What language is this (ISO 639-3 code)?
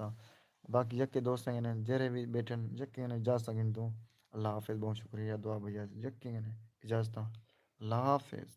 skr